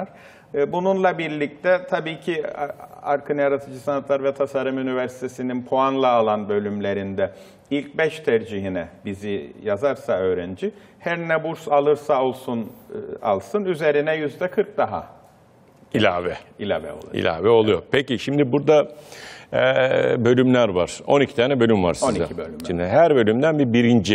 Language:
Turkish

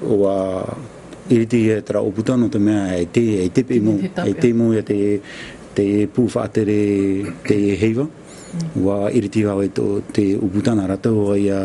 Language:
Tahitian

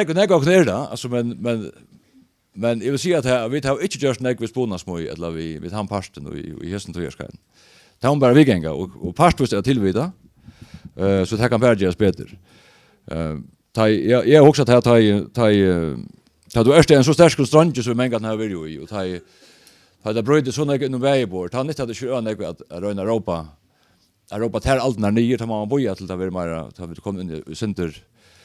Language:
Faroese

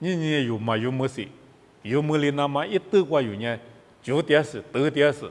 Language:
Lisu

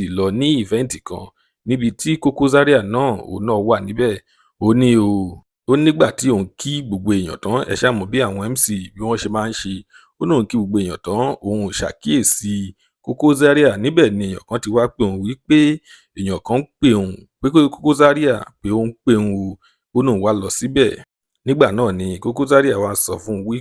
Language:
Yoruba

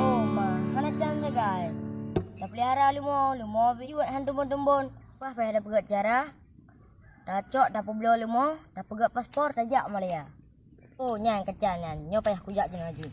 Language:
Achinese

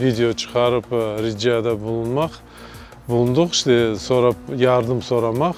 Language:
Crimean Tatar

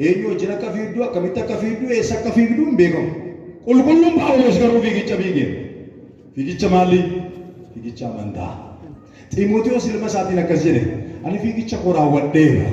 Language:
Oromo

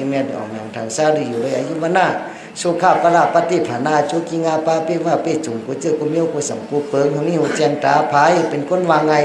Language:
Shan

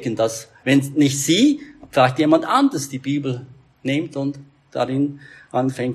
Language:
German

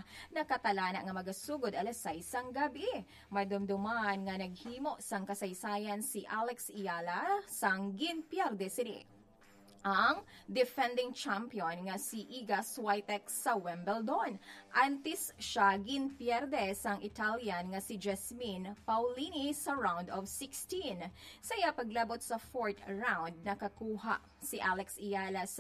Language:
Hiligaynon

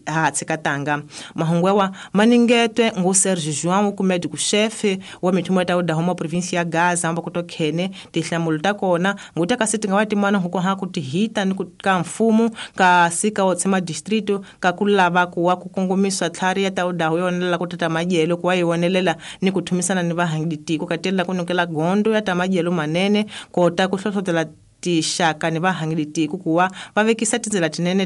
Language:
Tsonga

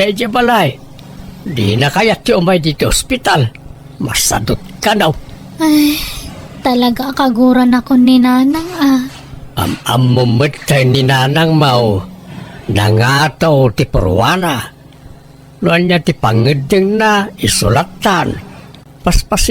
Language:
Iloko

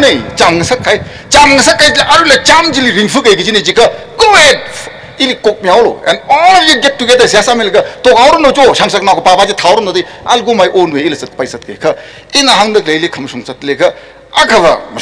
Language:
Tangkhul Naga (India)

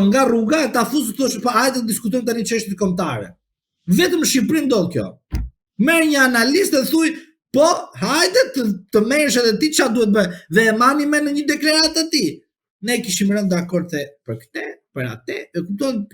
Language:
Albanian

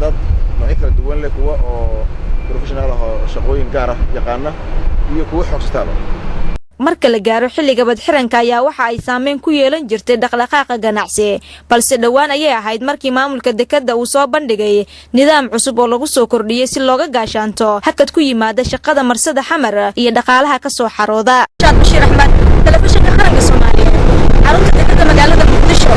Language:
Somali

